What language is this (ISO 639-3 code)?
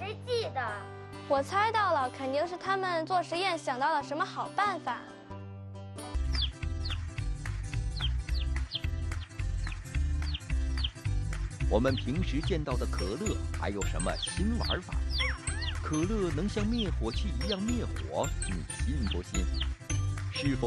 zho